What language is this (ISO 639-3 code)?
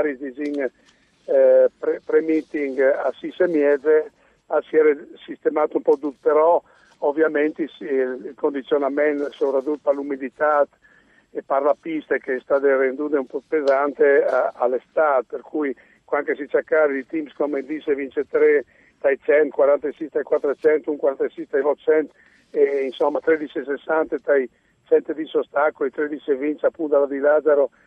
fur